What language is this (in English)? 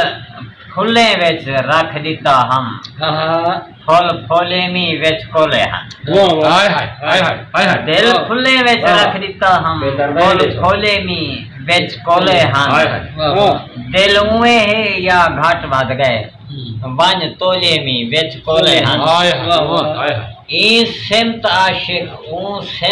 Saraiki